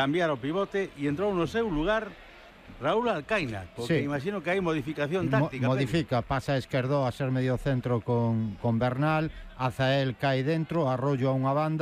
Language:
Galician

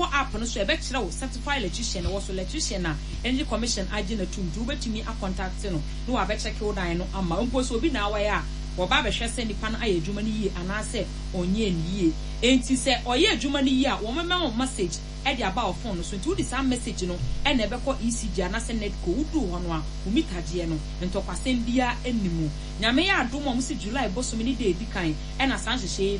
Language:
Akan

